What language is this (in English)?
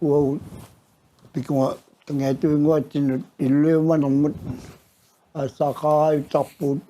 Kalaallisut